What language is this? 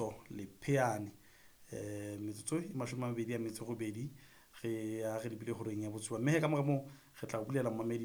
Southern Sotho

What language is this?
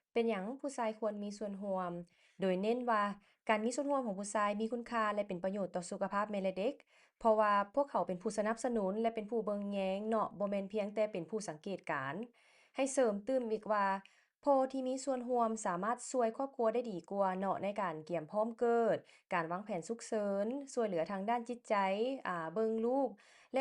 Lao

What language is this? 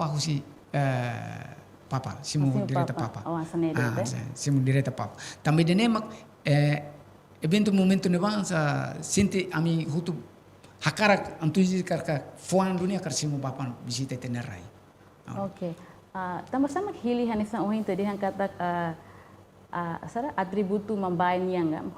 Tetum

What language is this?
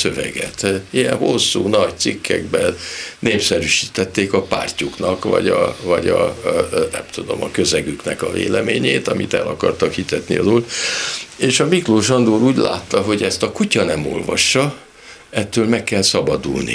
Hungarian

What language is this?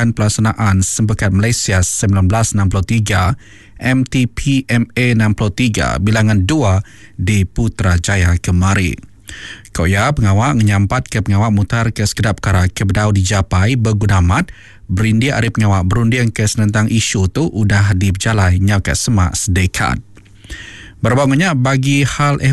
Iban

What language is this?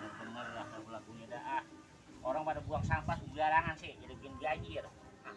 Betawi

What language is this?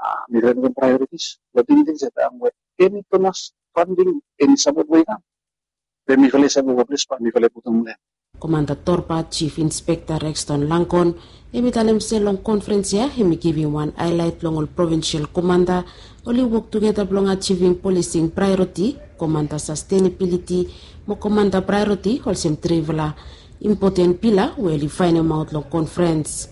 Bislama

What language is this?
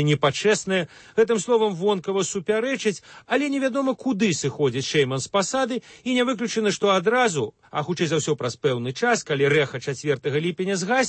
Belarusian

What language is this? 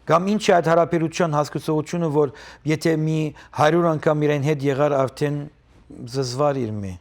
Western Armenian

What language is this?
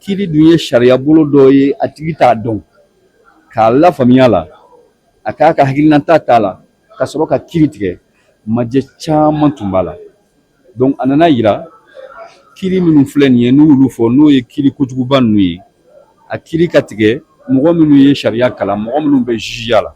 Bambara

